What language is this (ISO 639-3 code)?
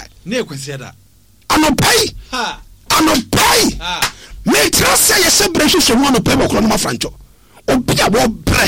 aka